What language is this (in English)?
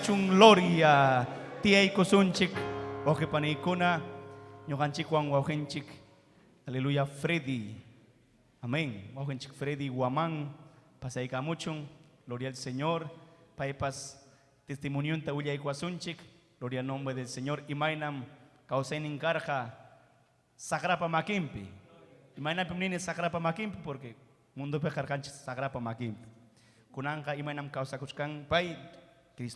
Ayacucho Quechua